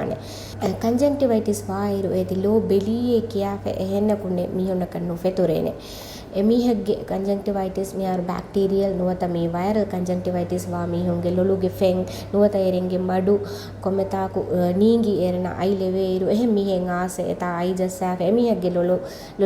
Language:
Divehi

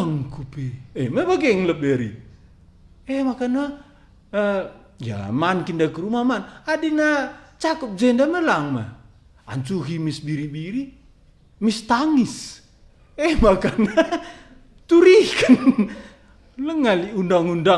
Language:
Batak Karo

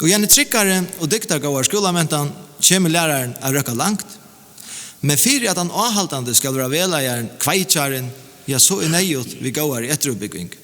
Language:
Faroese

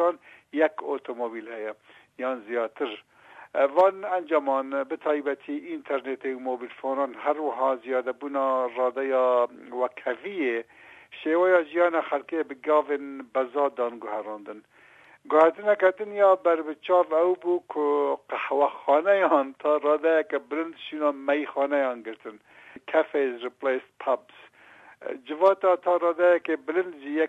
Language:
Kurdish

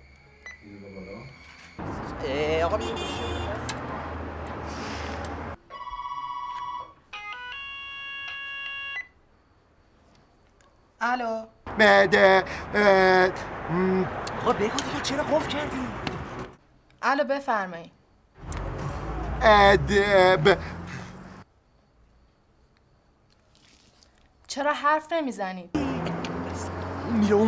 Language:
Persian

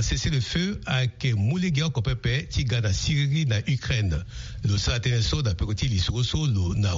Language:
Sango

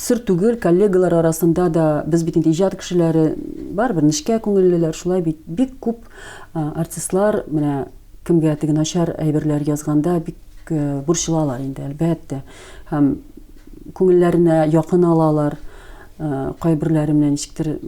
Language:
Tatar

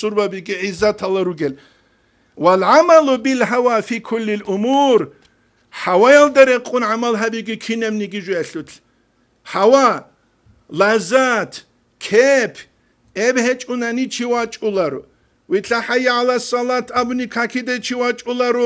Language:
Avaric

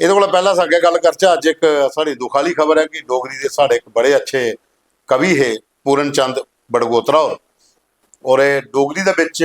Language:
Dogri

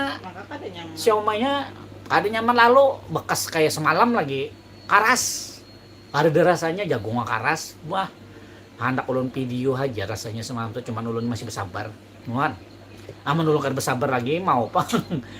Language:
Banjar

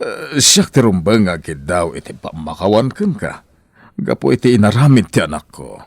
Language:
Iloko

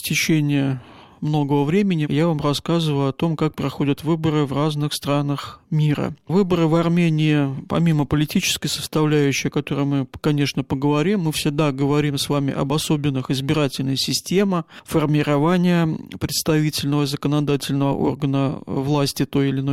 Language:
Russian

